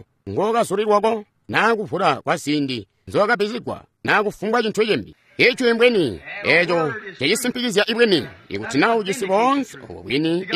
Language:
Tonga (Zambia)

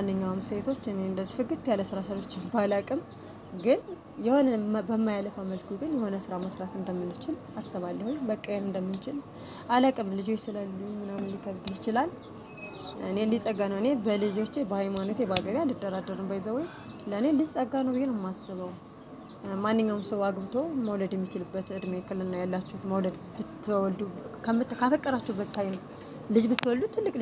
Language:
Amharic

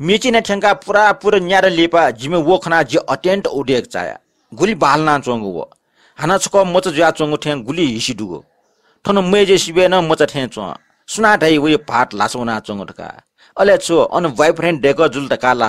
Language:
Newari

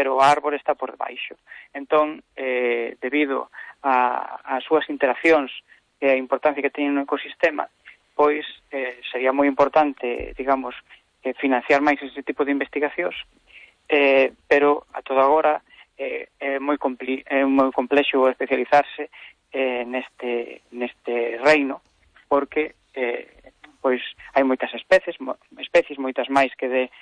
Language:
Galician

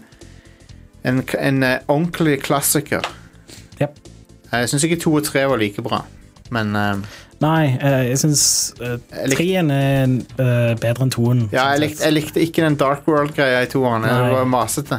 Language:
Norwegian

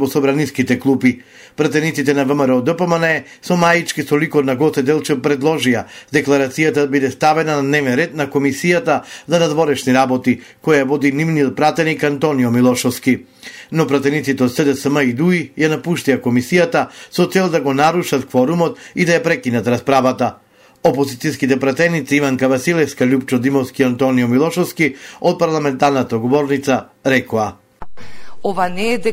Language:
Macedonian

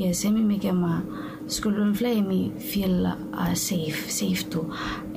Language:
Bislama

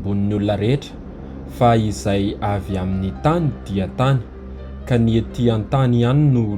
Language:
Malagasy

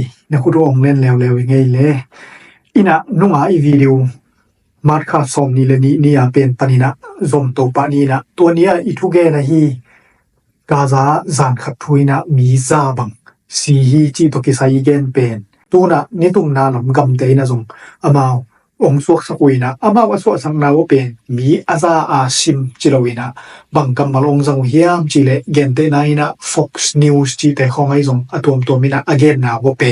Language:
Tedim Chin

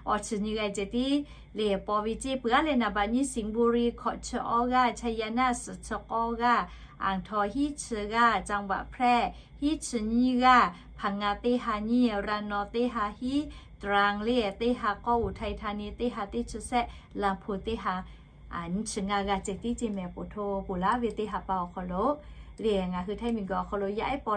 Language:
Lahu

